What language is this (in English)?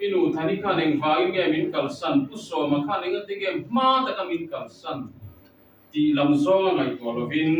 Mizo